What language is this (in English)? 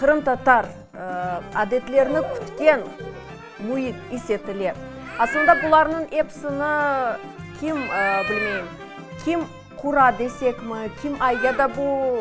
Crimean Tatar